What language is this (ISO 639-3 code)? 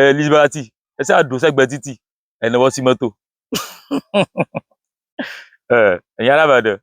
yor